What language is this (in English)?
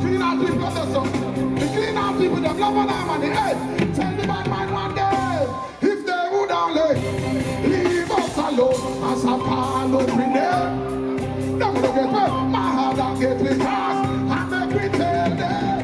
Jamaican Creole English